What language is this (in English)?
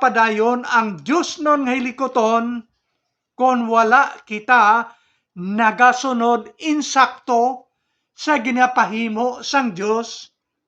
Hiligaynon